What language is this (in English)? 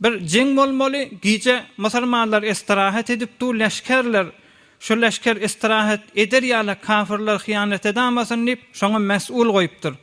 Turkmen